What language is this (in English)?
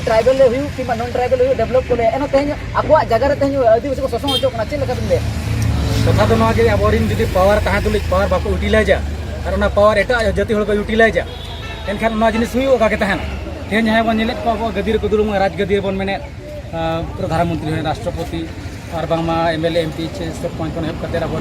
Santali